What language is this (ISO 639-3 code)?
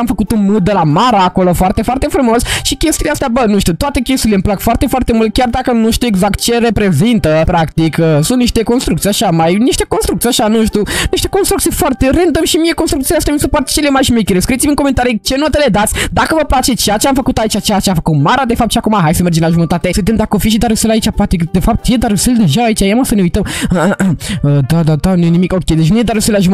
ron